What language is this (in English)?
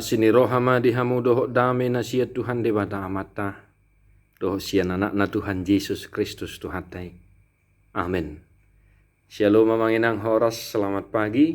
Batak Toba